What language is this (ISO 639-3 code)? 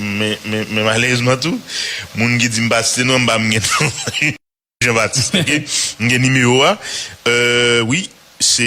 hat